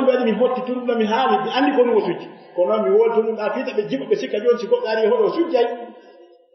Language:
Fula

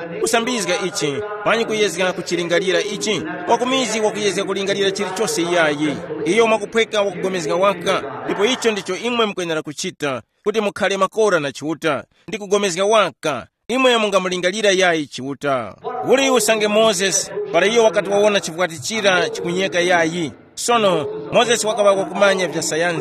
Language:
Tumbuka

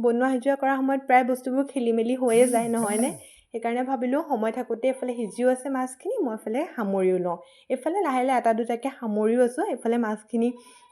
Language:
Assamese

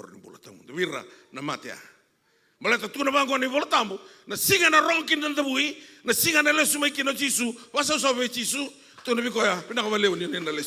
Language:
Fijian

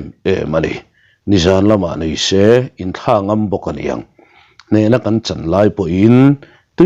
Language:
Mizo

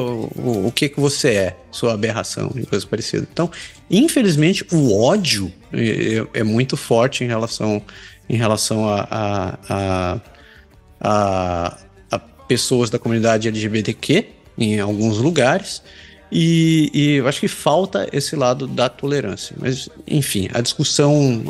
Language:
Portuguese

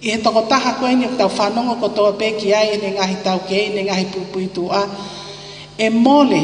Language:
Tongan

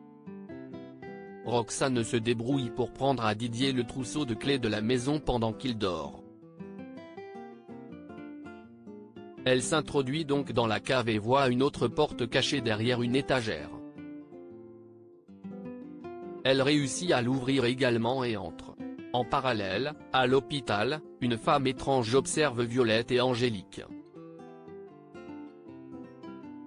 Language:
French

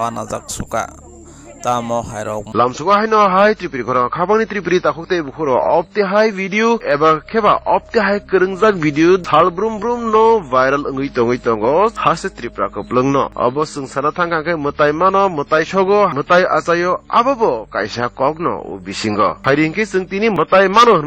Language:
Kok Borok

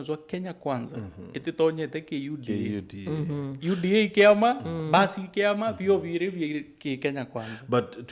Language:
Meru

